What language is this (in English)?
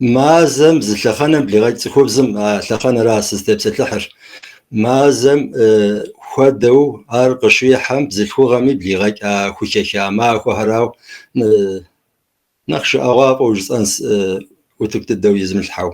Kabardian